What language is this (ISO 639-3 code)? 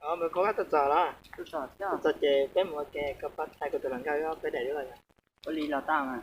hmn